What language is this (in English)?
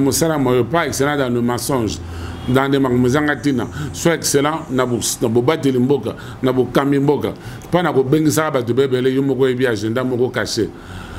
Lingala